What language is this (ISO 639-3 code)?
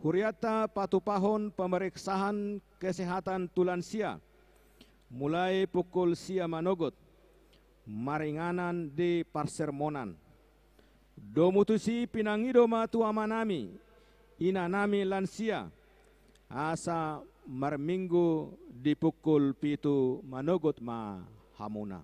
bbc